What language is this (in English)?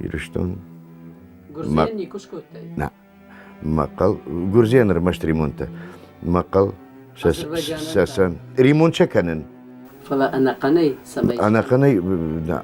Ossetic